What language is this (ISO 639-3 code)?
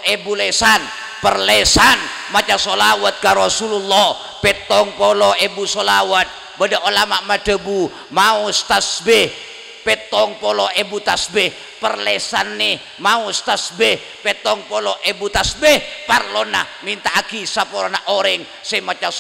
mad